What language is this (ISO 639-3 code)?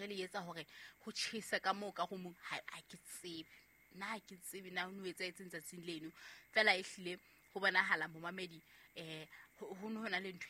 sot